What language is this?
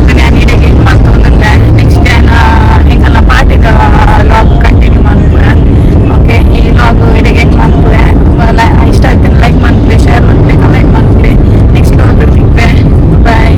Tulu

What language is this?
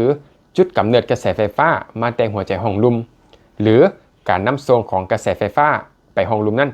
Lao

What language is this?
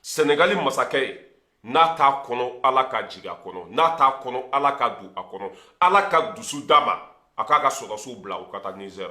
Bambara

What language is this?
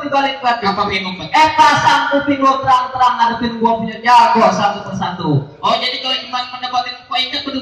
Betawi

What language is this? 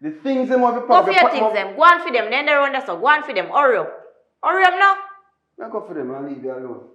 Jamaican Creole English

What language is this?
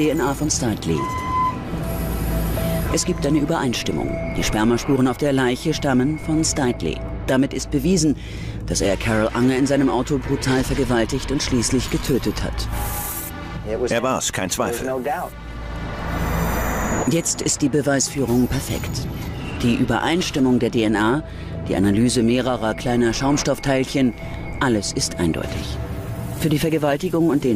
German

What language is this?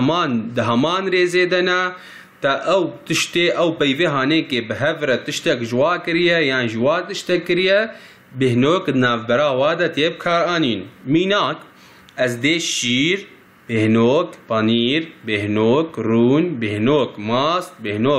Kurdish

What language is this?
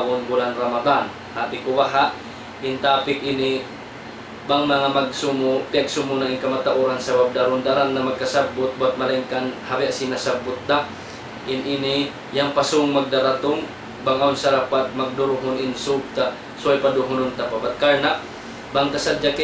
Tausug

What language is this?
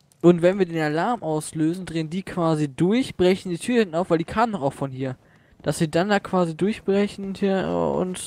German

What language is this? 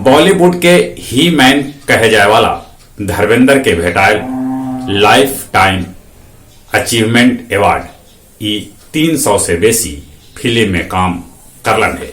Magahi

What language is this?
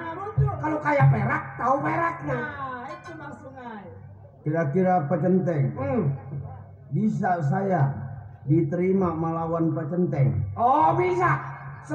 Betawi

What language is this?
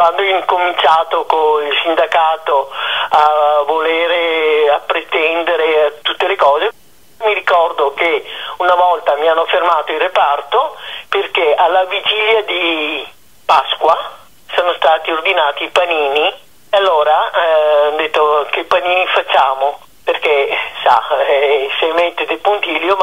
Italian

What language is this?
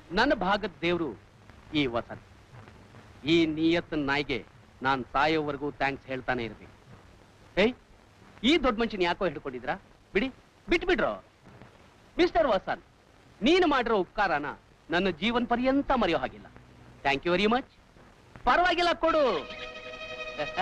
Kannada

